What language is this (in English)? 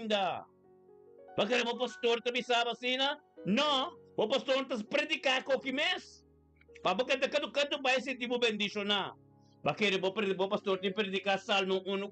Papiamento